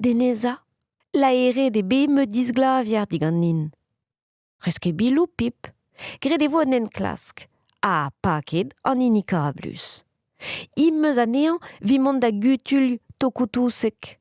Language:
Breton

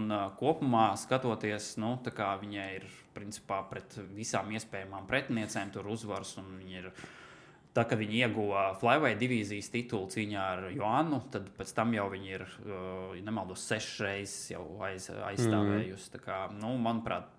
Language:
Latvian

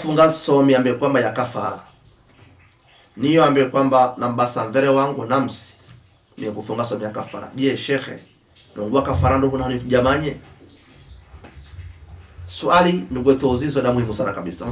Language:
Swahili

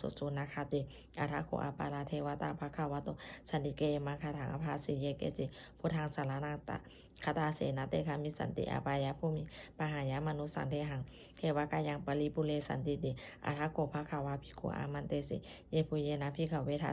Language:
Pali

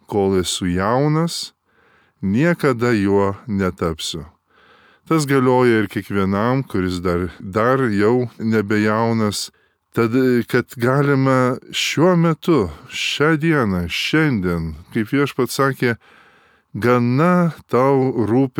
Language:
Lithuanian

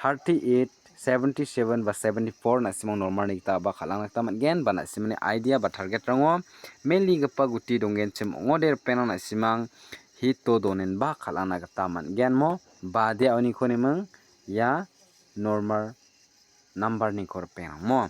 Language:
Garo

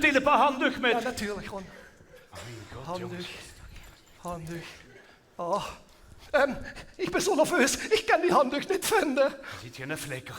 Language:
Limburgish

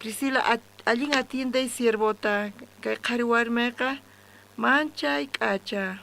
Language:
South Bolivian Quechua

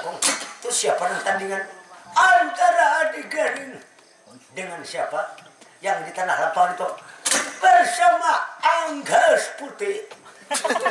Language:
Banjar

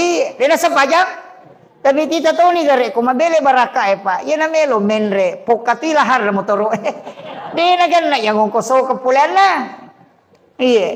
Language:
Buginese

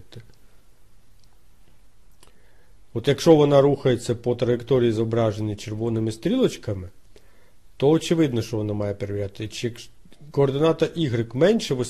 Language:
Ukrainian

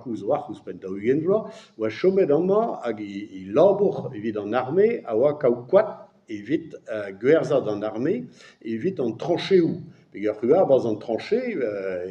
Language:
Breton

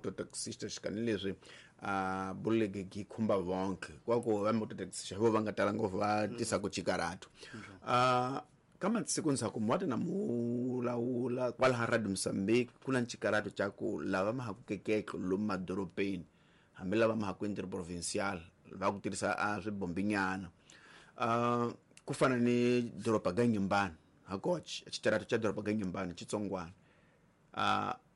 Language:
Tsonga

